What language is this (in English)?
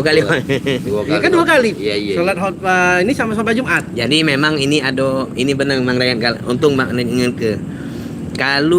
Musi